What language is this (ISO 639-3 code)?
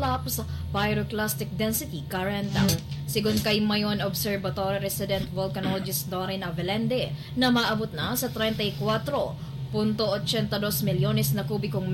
bik